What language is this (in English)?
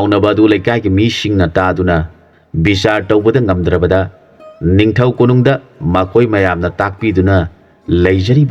Manipuri